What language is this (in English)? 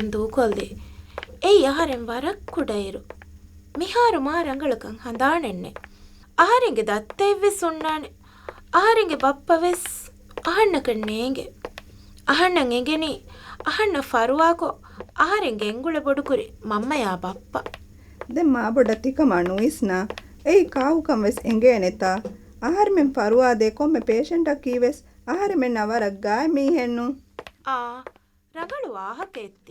Divehi